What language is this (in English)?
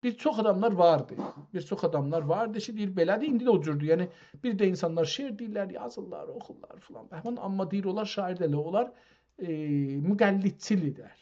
South Azerbaijani